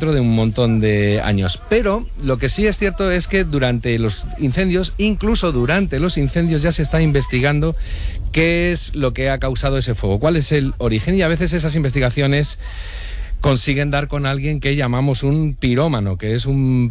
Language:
Spanish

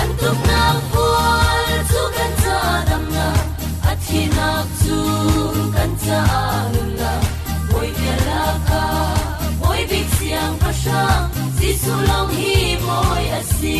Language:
Falam Chin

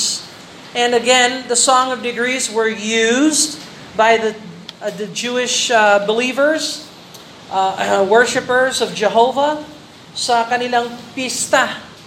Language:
Filipino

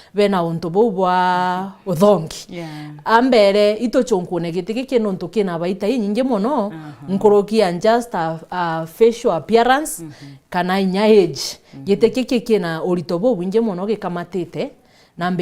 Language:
Meru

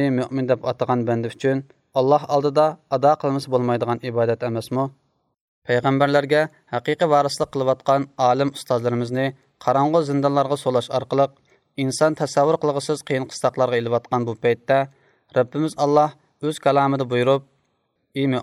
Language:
Uyghur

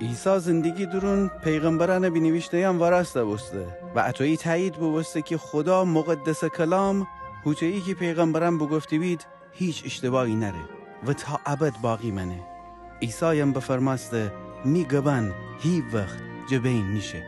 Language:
Gilaki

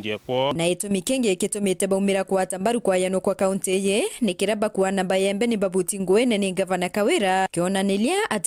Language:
Meru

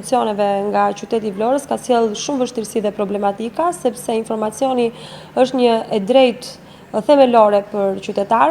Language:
Albanian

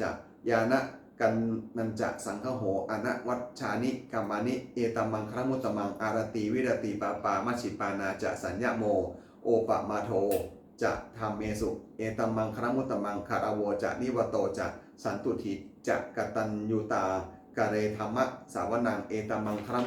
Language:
Pali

